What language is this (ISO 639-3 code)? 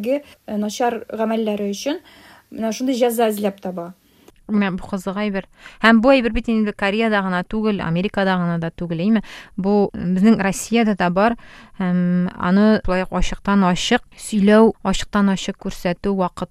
tat